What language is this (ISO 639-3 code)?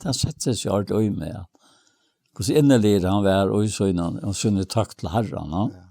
fao